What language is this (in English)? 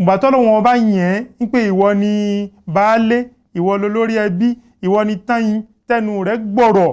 Yoruba